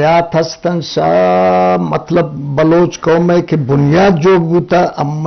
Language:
Eastern Balochi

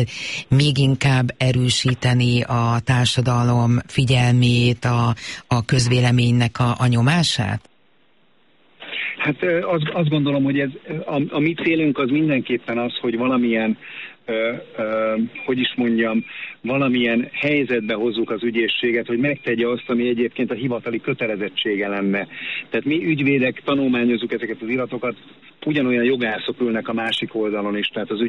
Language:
Hungarian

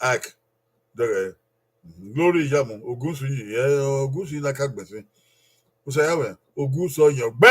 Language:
Bini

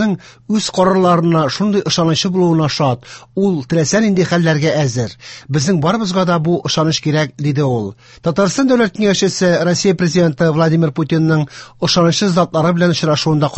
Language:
Tatar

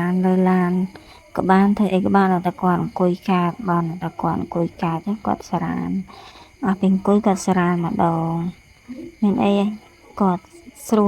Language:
Khmer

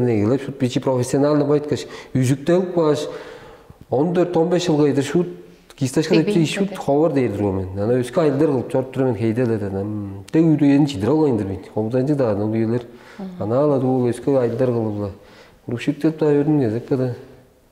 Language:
Tuvinian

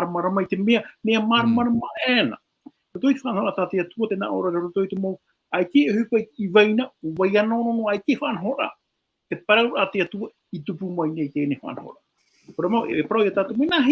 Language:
Tahitian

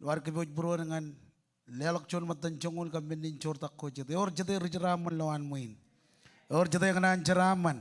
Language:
Marshallese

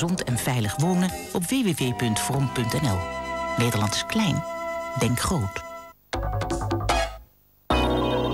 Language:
Dutch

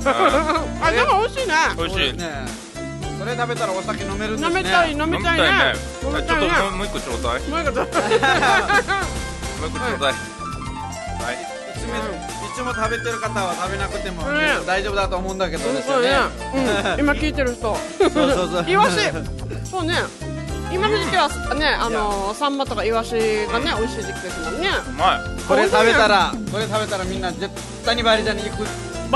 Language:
Japanese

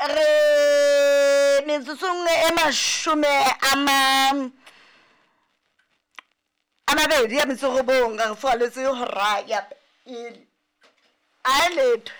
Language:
Southern Sotho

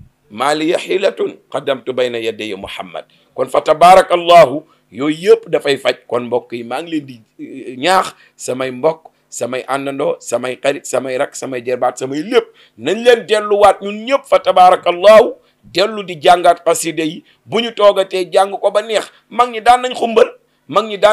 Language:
Wolof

